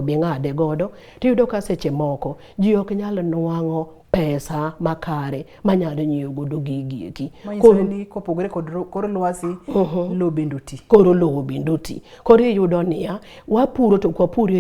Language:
Luo (Kenya and Tanzania)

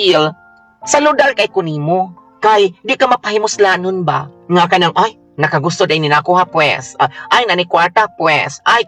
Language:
Cebuano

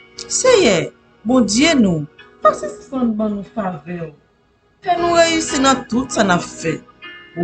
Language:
Haitian Creole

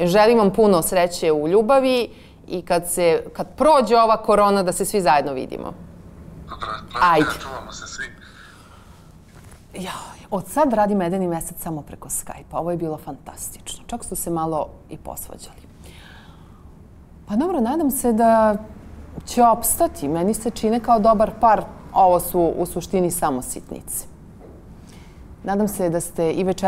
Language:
Serbian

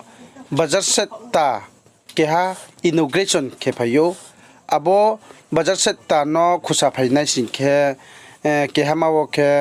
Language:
Riang (India)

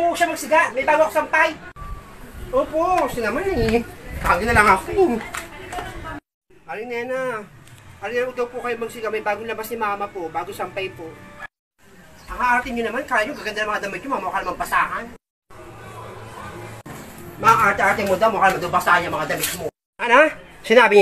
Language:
Filipino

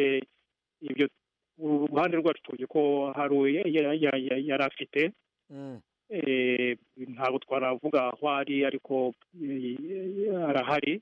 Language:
Kinyarwanda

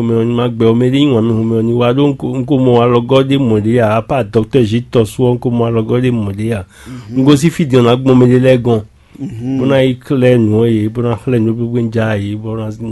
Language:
Fon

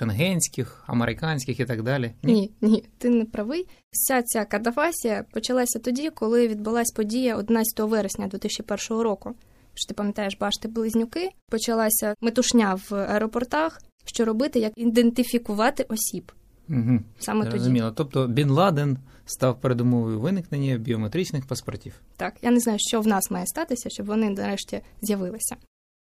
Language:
Ukrainian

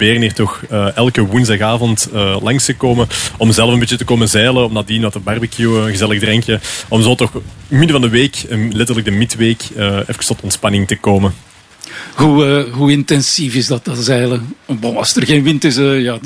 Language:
Dutch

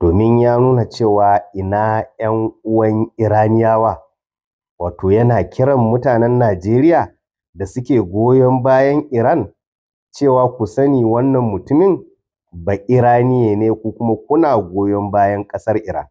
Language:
Hausa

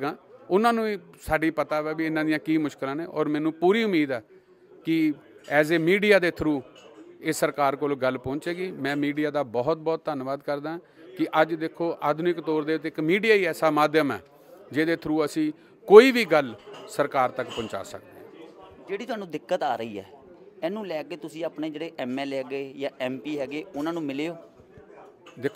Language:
Punjabi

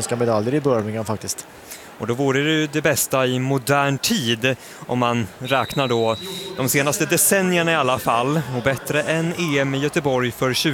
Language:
Swedish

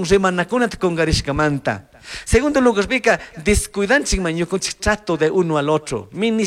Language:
Chimborazo Highland Quichua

